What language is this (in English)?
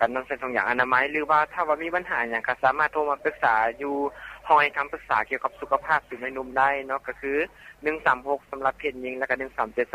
Lao